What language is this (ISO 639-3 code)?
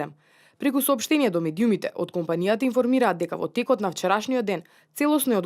mkd